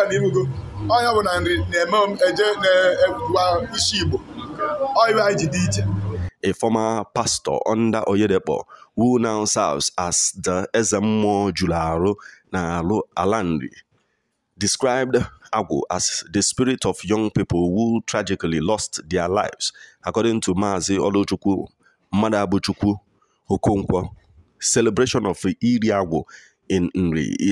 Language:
Igbo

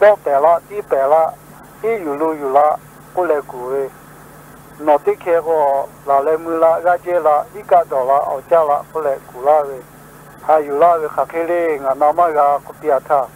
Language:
Lahu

